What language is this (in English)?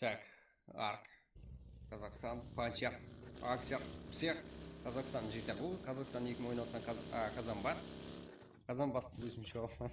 Kara-Kalpak